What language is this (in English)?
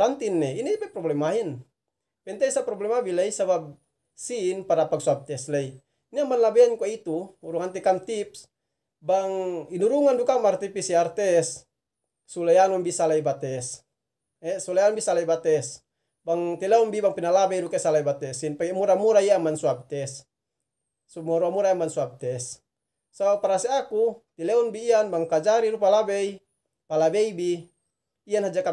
Yakan